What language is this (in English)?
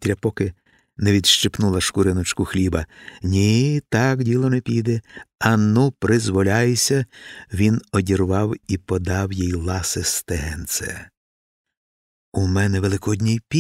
Ukrainian